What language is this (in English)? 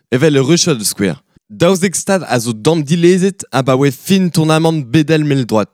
Breton